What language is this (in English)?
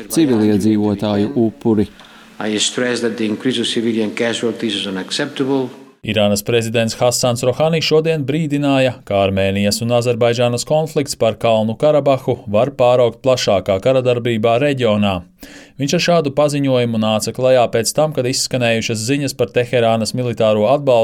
Latvian